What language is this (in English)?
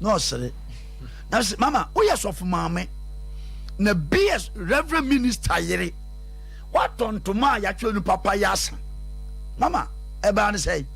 Akan